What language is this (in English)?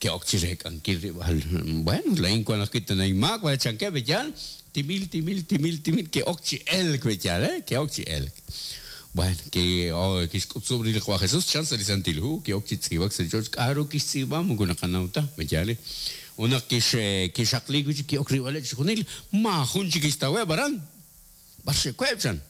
Kekchí